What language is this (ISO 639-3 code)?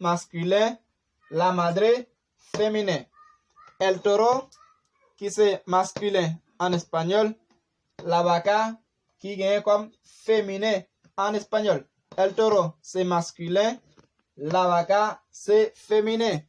hat